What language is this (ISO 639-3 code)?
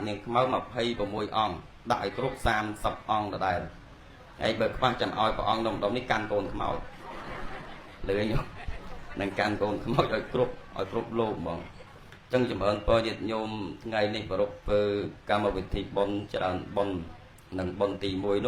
khm